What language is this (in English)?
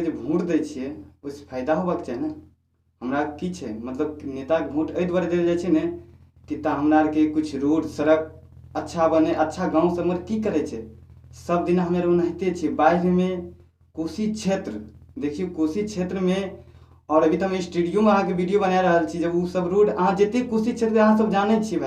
Maithili